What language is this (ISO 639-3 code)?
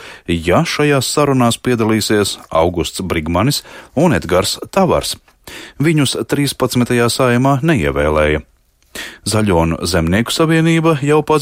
lav